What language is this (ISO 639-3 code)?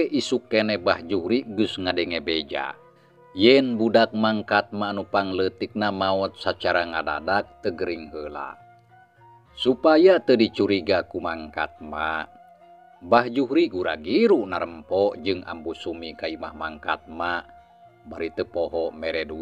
sun